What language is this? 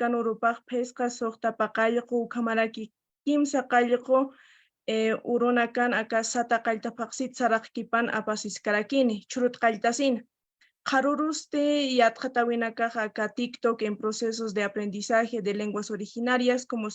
Aymara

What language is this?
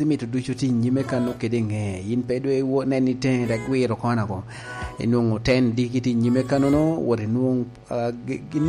Lango (Uganda)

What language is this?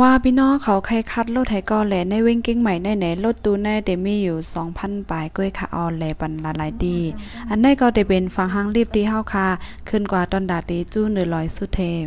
Shan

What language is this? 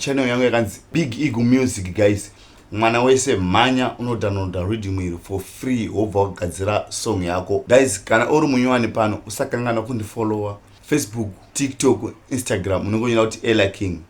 Shona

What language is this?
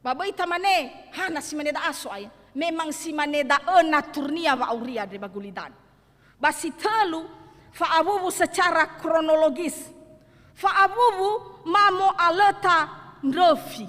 Nias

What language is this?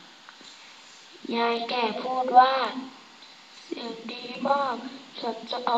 Thai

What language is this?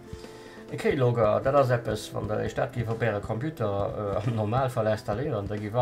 Luxembourgish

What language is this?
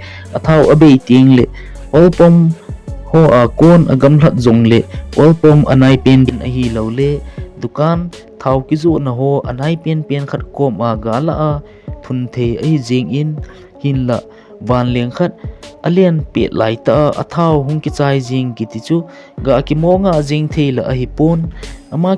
Thado Chin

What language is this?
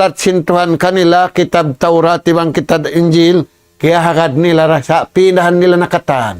Tausug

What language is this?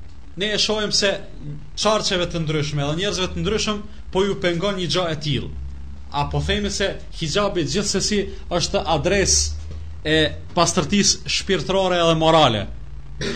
Albanian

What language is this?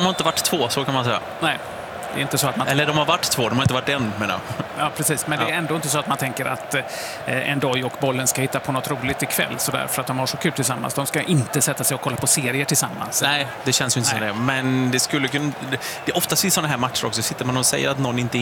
Swedish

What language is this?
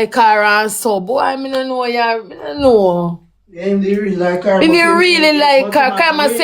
Jamaican Creole English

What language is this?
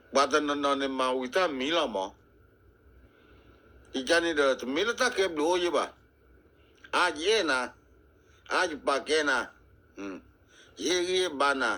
S'gaw Karen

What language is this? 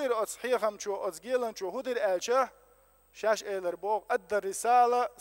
Chechen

